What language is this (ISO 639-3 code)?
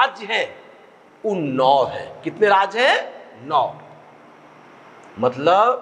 hin